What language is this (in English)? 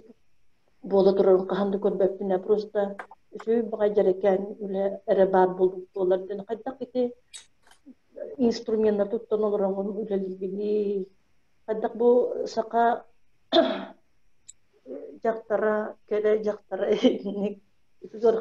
Yakut